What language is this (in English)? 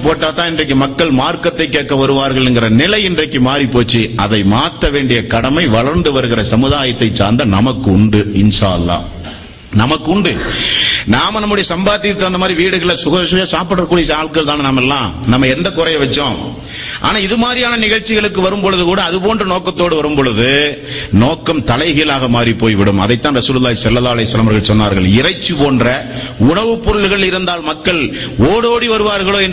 Tamil